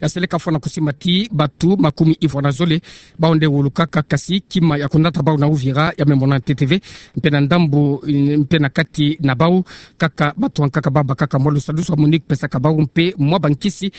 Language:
Kituba (Democratic Republic of Congo)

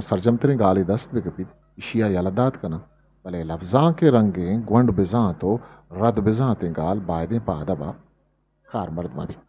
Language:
Eastern Balochi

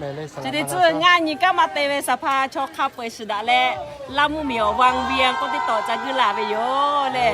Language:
Lahu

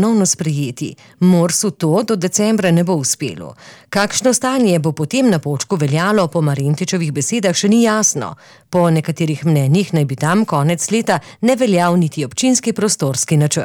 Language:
Slovenian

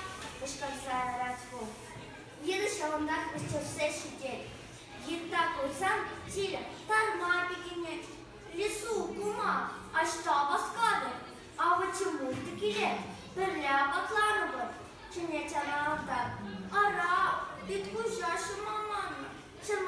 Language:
Chuvash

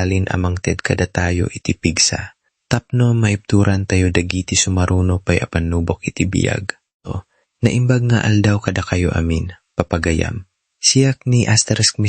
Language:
Iloko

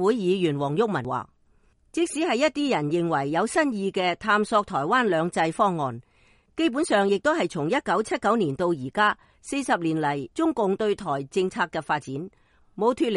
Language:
Cantonese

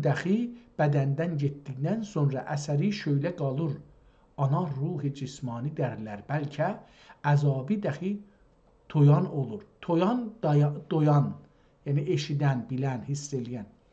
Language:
South Azerbaijani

